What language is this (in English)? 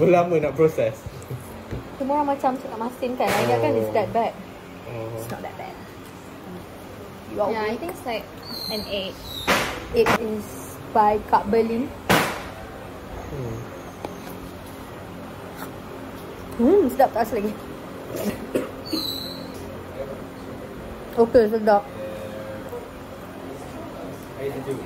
Malay